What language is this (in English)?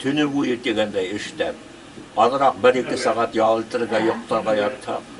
Bashkir